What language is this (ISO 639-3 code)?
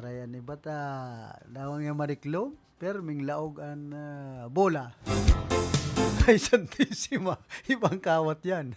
bik